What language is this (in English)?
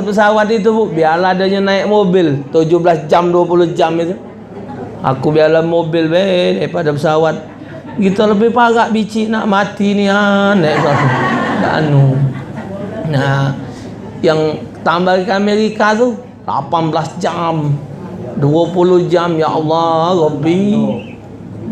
Musi